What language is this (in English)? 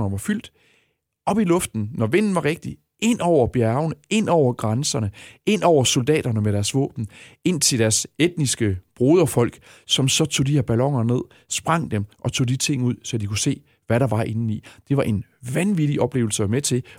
Danish